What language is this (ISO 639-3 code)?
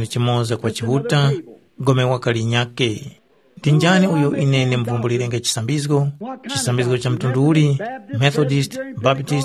tum